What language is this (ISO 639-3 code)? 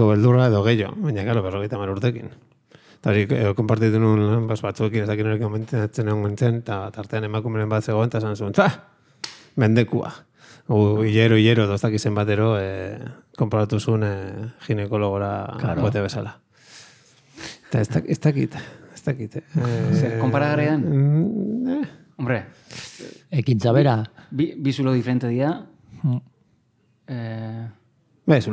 eus